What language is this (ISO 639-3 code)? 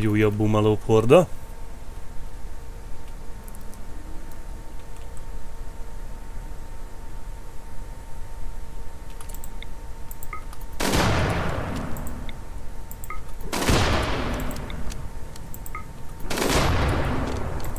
hun